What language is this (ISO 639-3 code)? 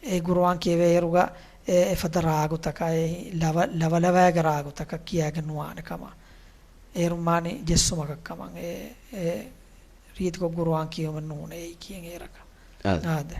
div